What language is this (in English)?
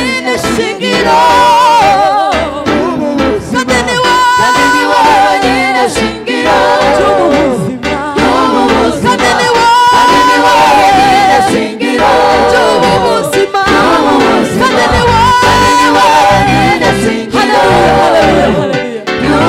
Kinyarwanda